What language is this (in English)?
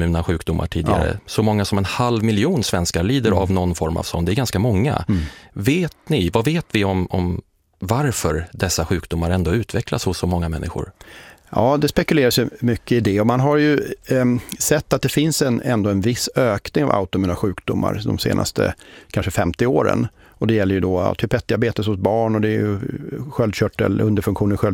Swedish